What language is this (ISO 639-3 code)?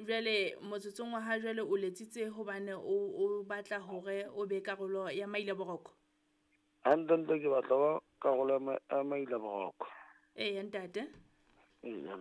sot